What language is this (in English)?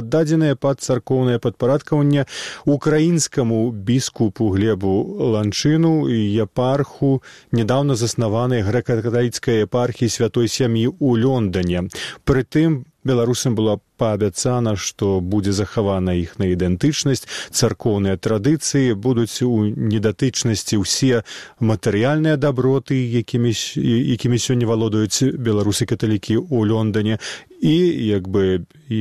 Belarusian